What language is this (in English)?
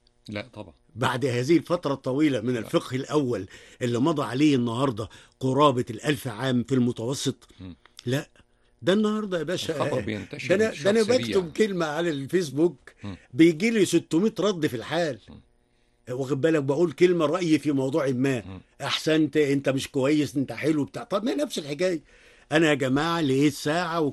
Egyptian Arabic